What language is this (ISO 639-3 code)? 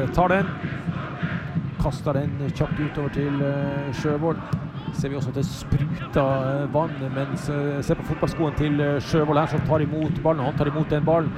nor